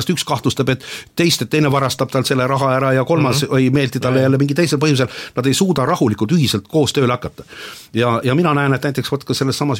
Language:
Estonian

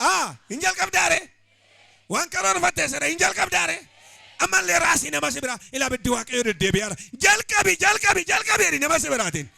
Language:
Oromo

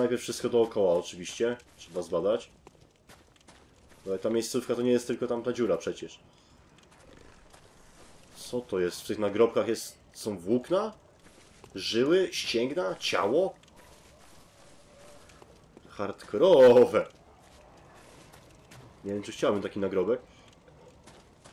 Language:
Polish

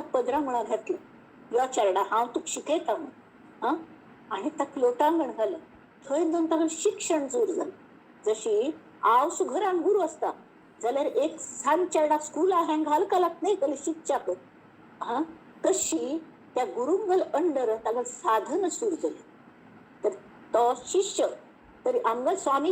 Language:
Konkani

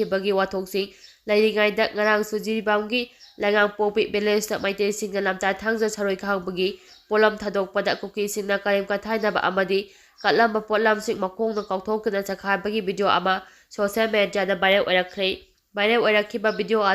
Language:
Manipuri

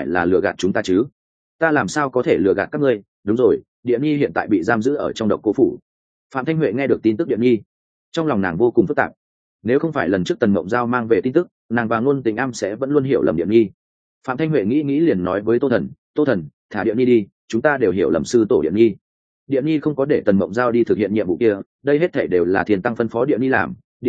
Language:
Vietnamese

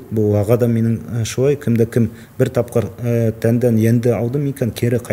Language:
Bashkir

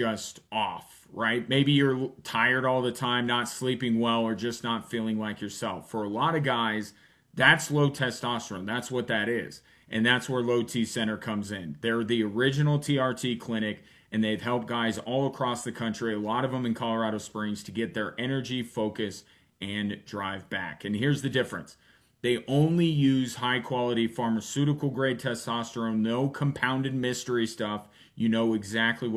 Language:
English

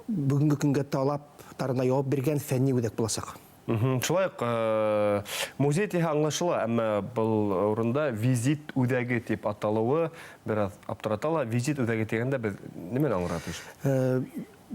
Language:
Bashkir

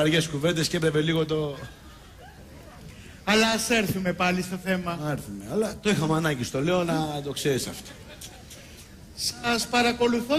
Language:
Greek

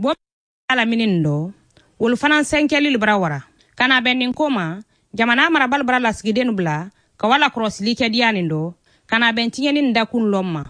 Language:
Bambara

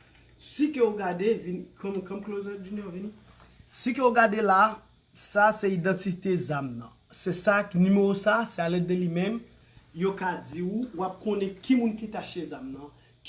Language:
Haitian Creole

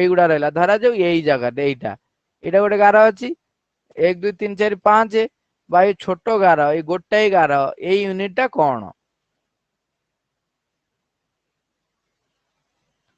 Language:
Odia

